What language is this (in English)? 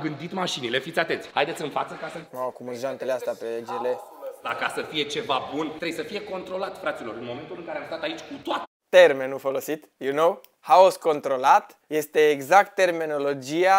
Romanian